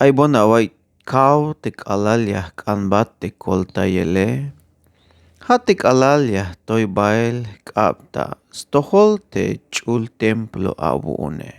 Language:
Tzeltal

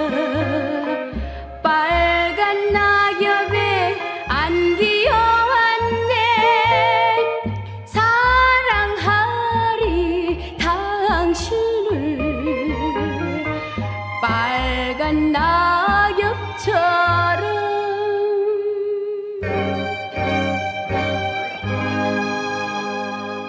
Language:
Korean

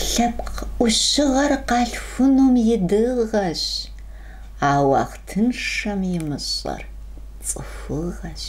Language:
Kabardian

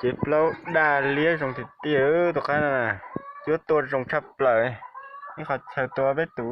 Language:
Hmong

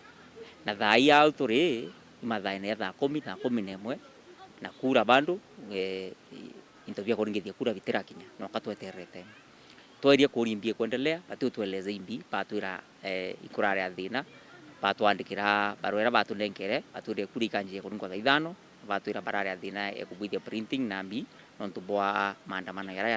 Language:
Meru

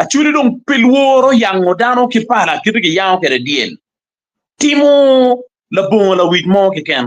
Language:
Acoli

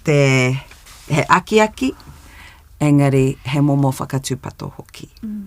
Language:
Māori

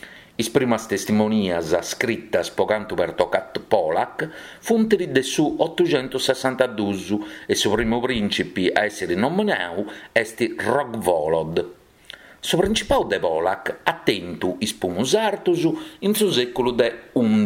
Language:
Sardinian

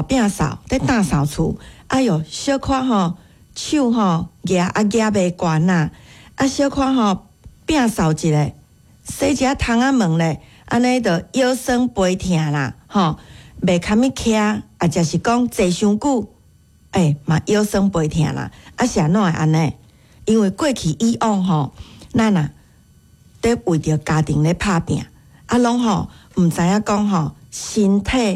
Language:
Min Nan Chinese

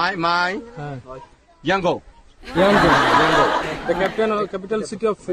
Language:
Burmese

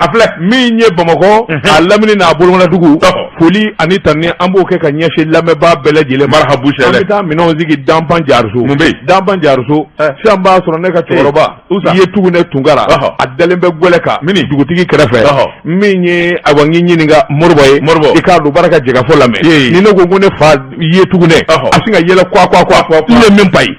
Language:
Bambara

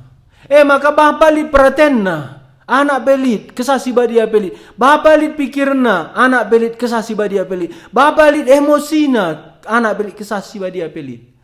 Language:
Batak Karo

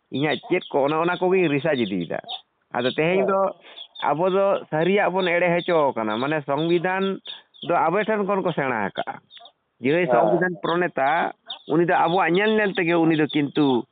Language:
Santali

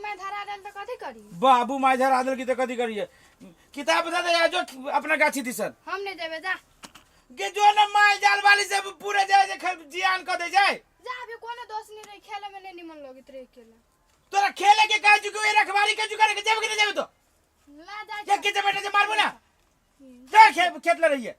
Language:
Maithili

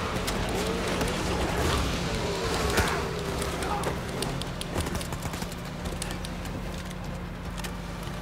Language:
Polish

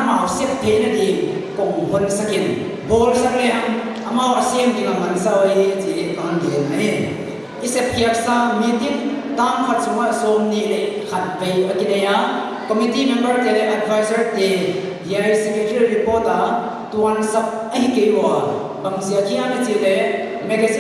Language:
Paite Chin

